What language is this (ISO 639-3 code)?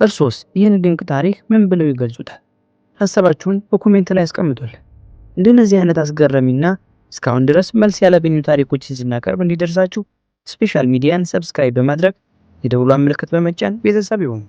amh